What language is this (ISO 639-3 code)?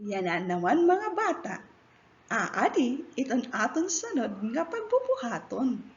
war